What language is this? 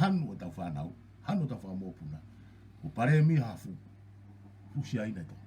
Tongan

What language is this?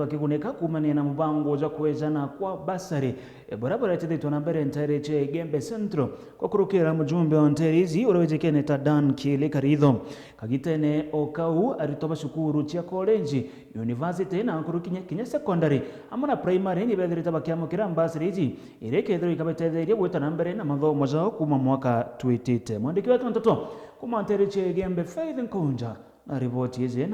Meru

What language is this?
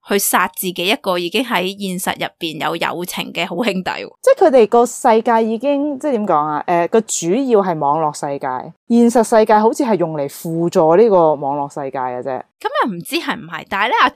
Cantonese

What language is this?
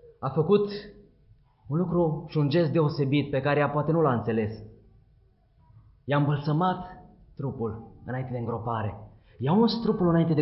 Romanian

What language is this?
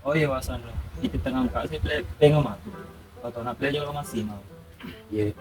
Buginese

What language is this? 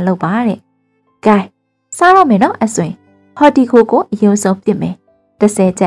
Burmese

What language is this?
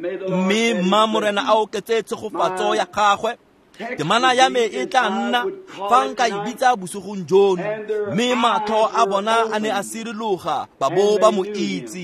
Tswana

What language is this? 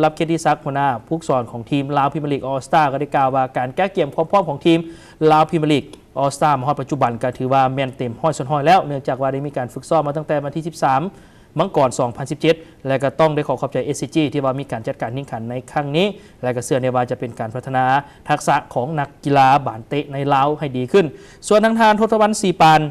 Lao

